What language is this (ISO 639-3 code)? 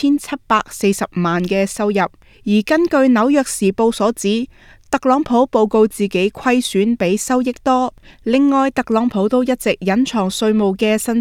yue